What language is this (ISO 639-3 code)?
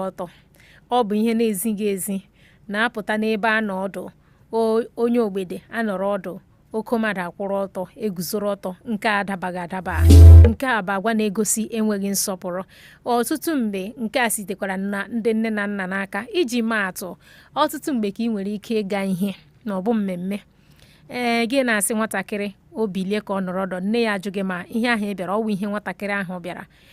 ibo